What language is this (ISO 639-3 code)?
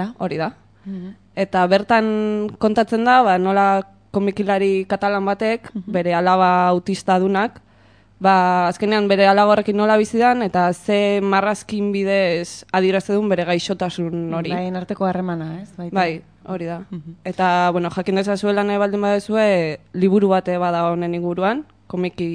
eus